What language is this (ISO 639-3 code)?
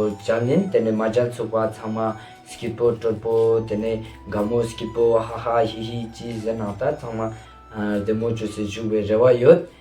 lbj